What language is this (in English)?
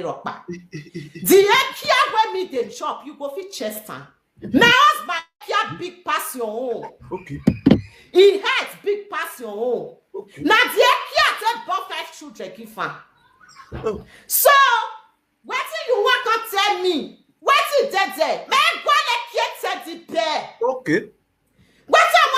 Nigerian Pidgin